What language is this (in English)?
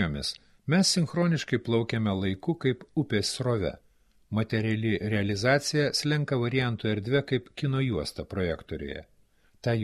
Lithuanian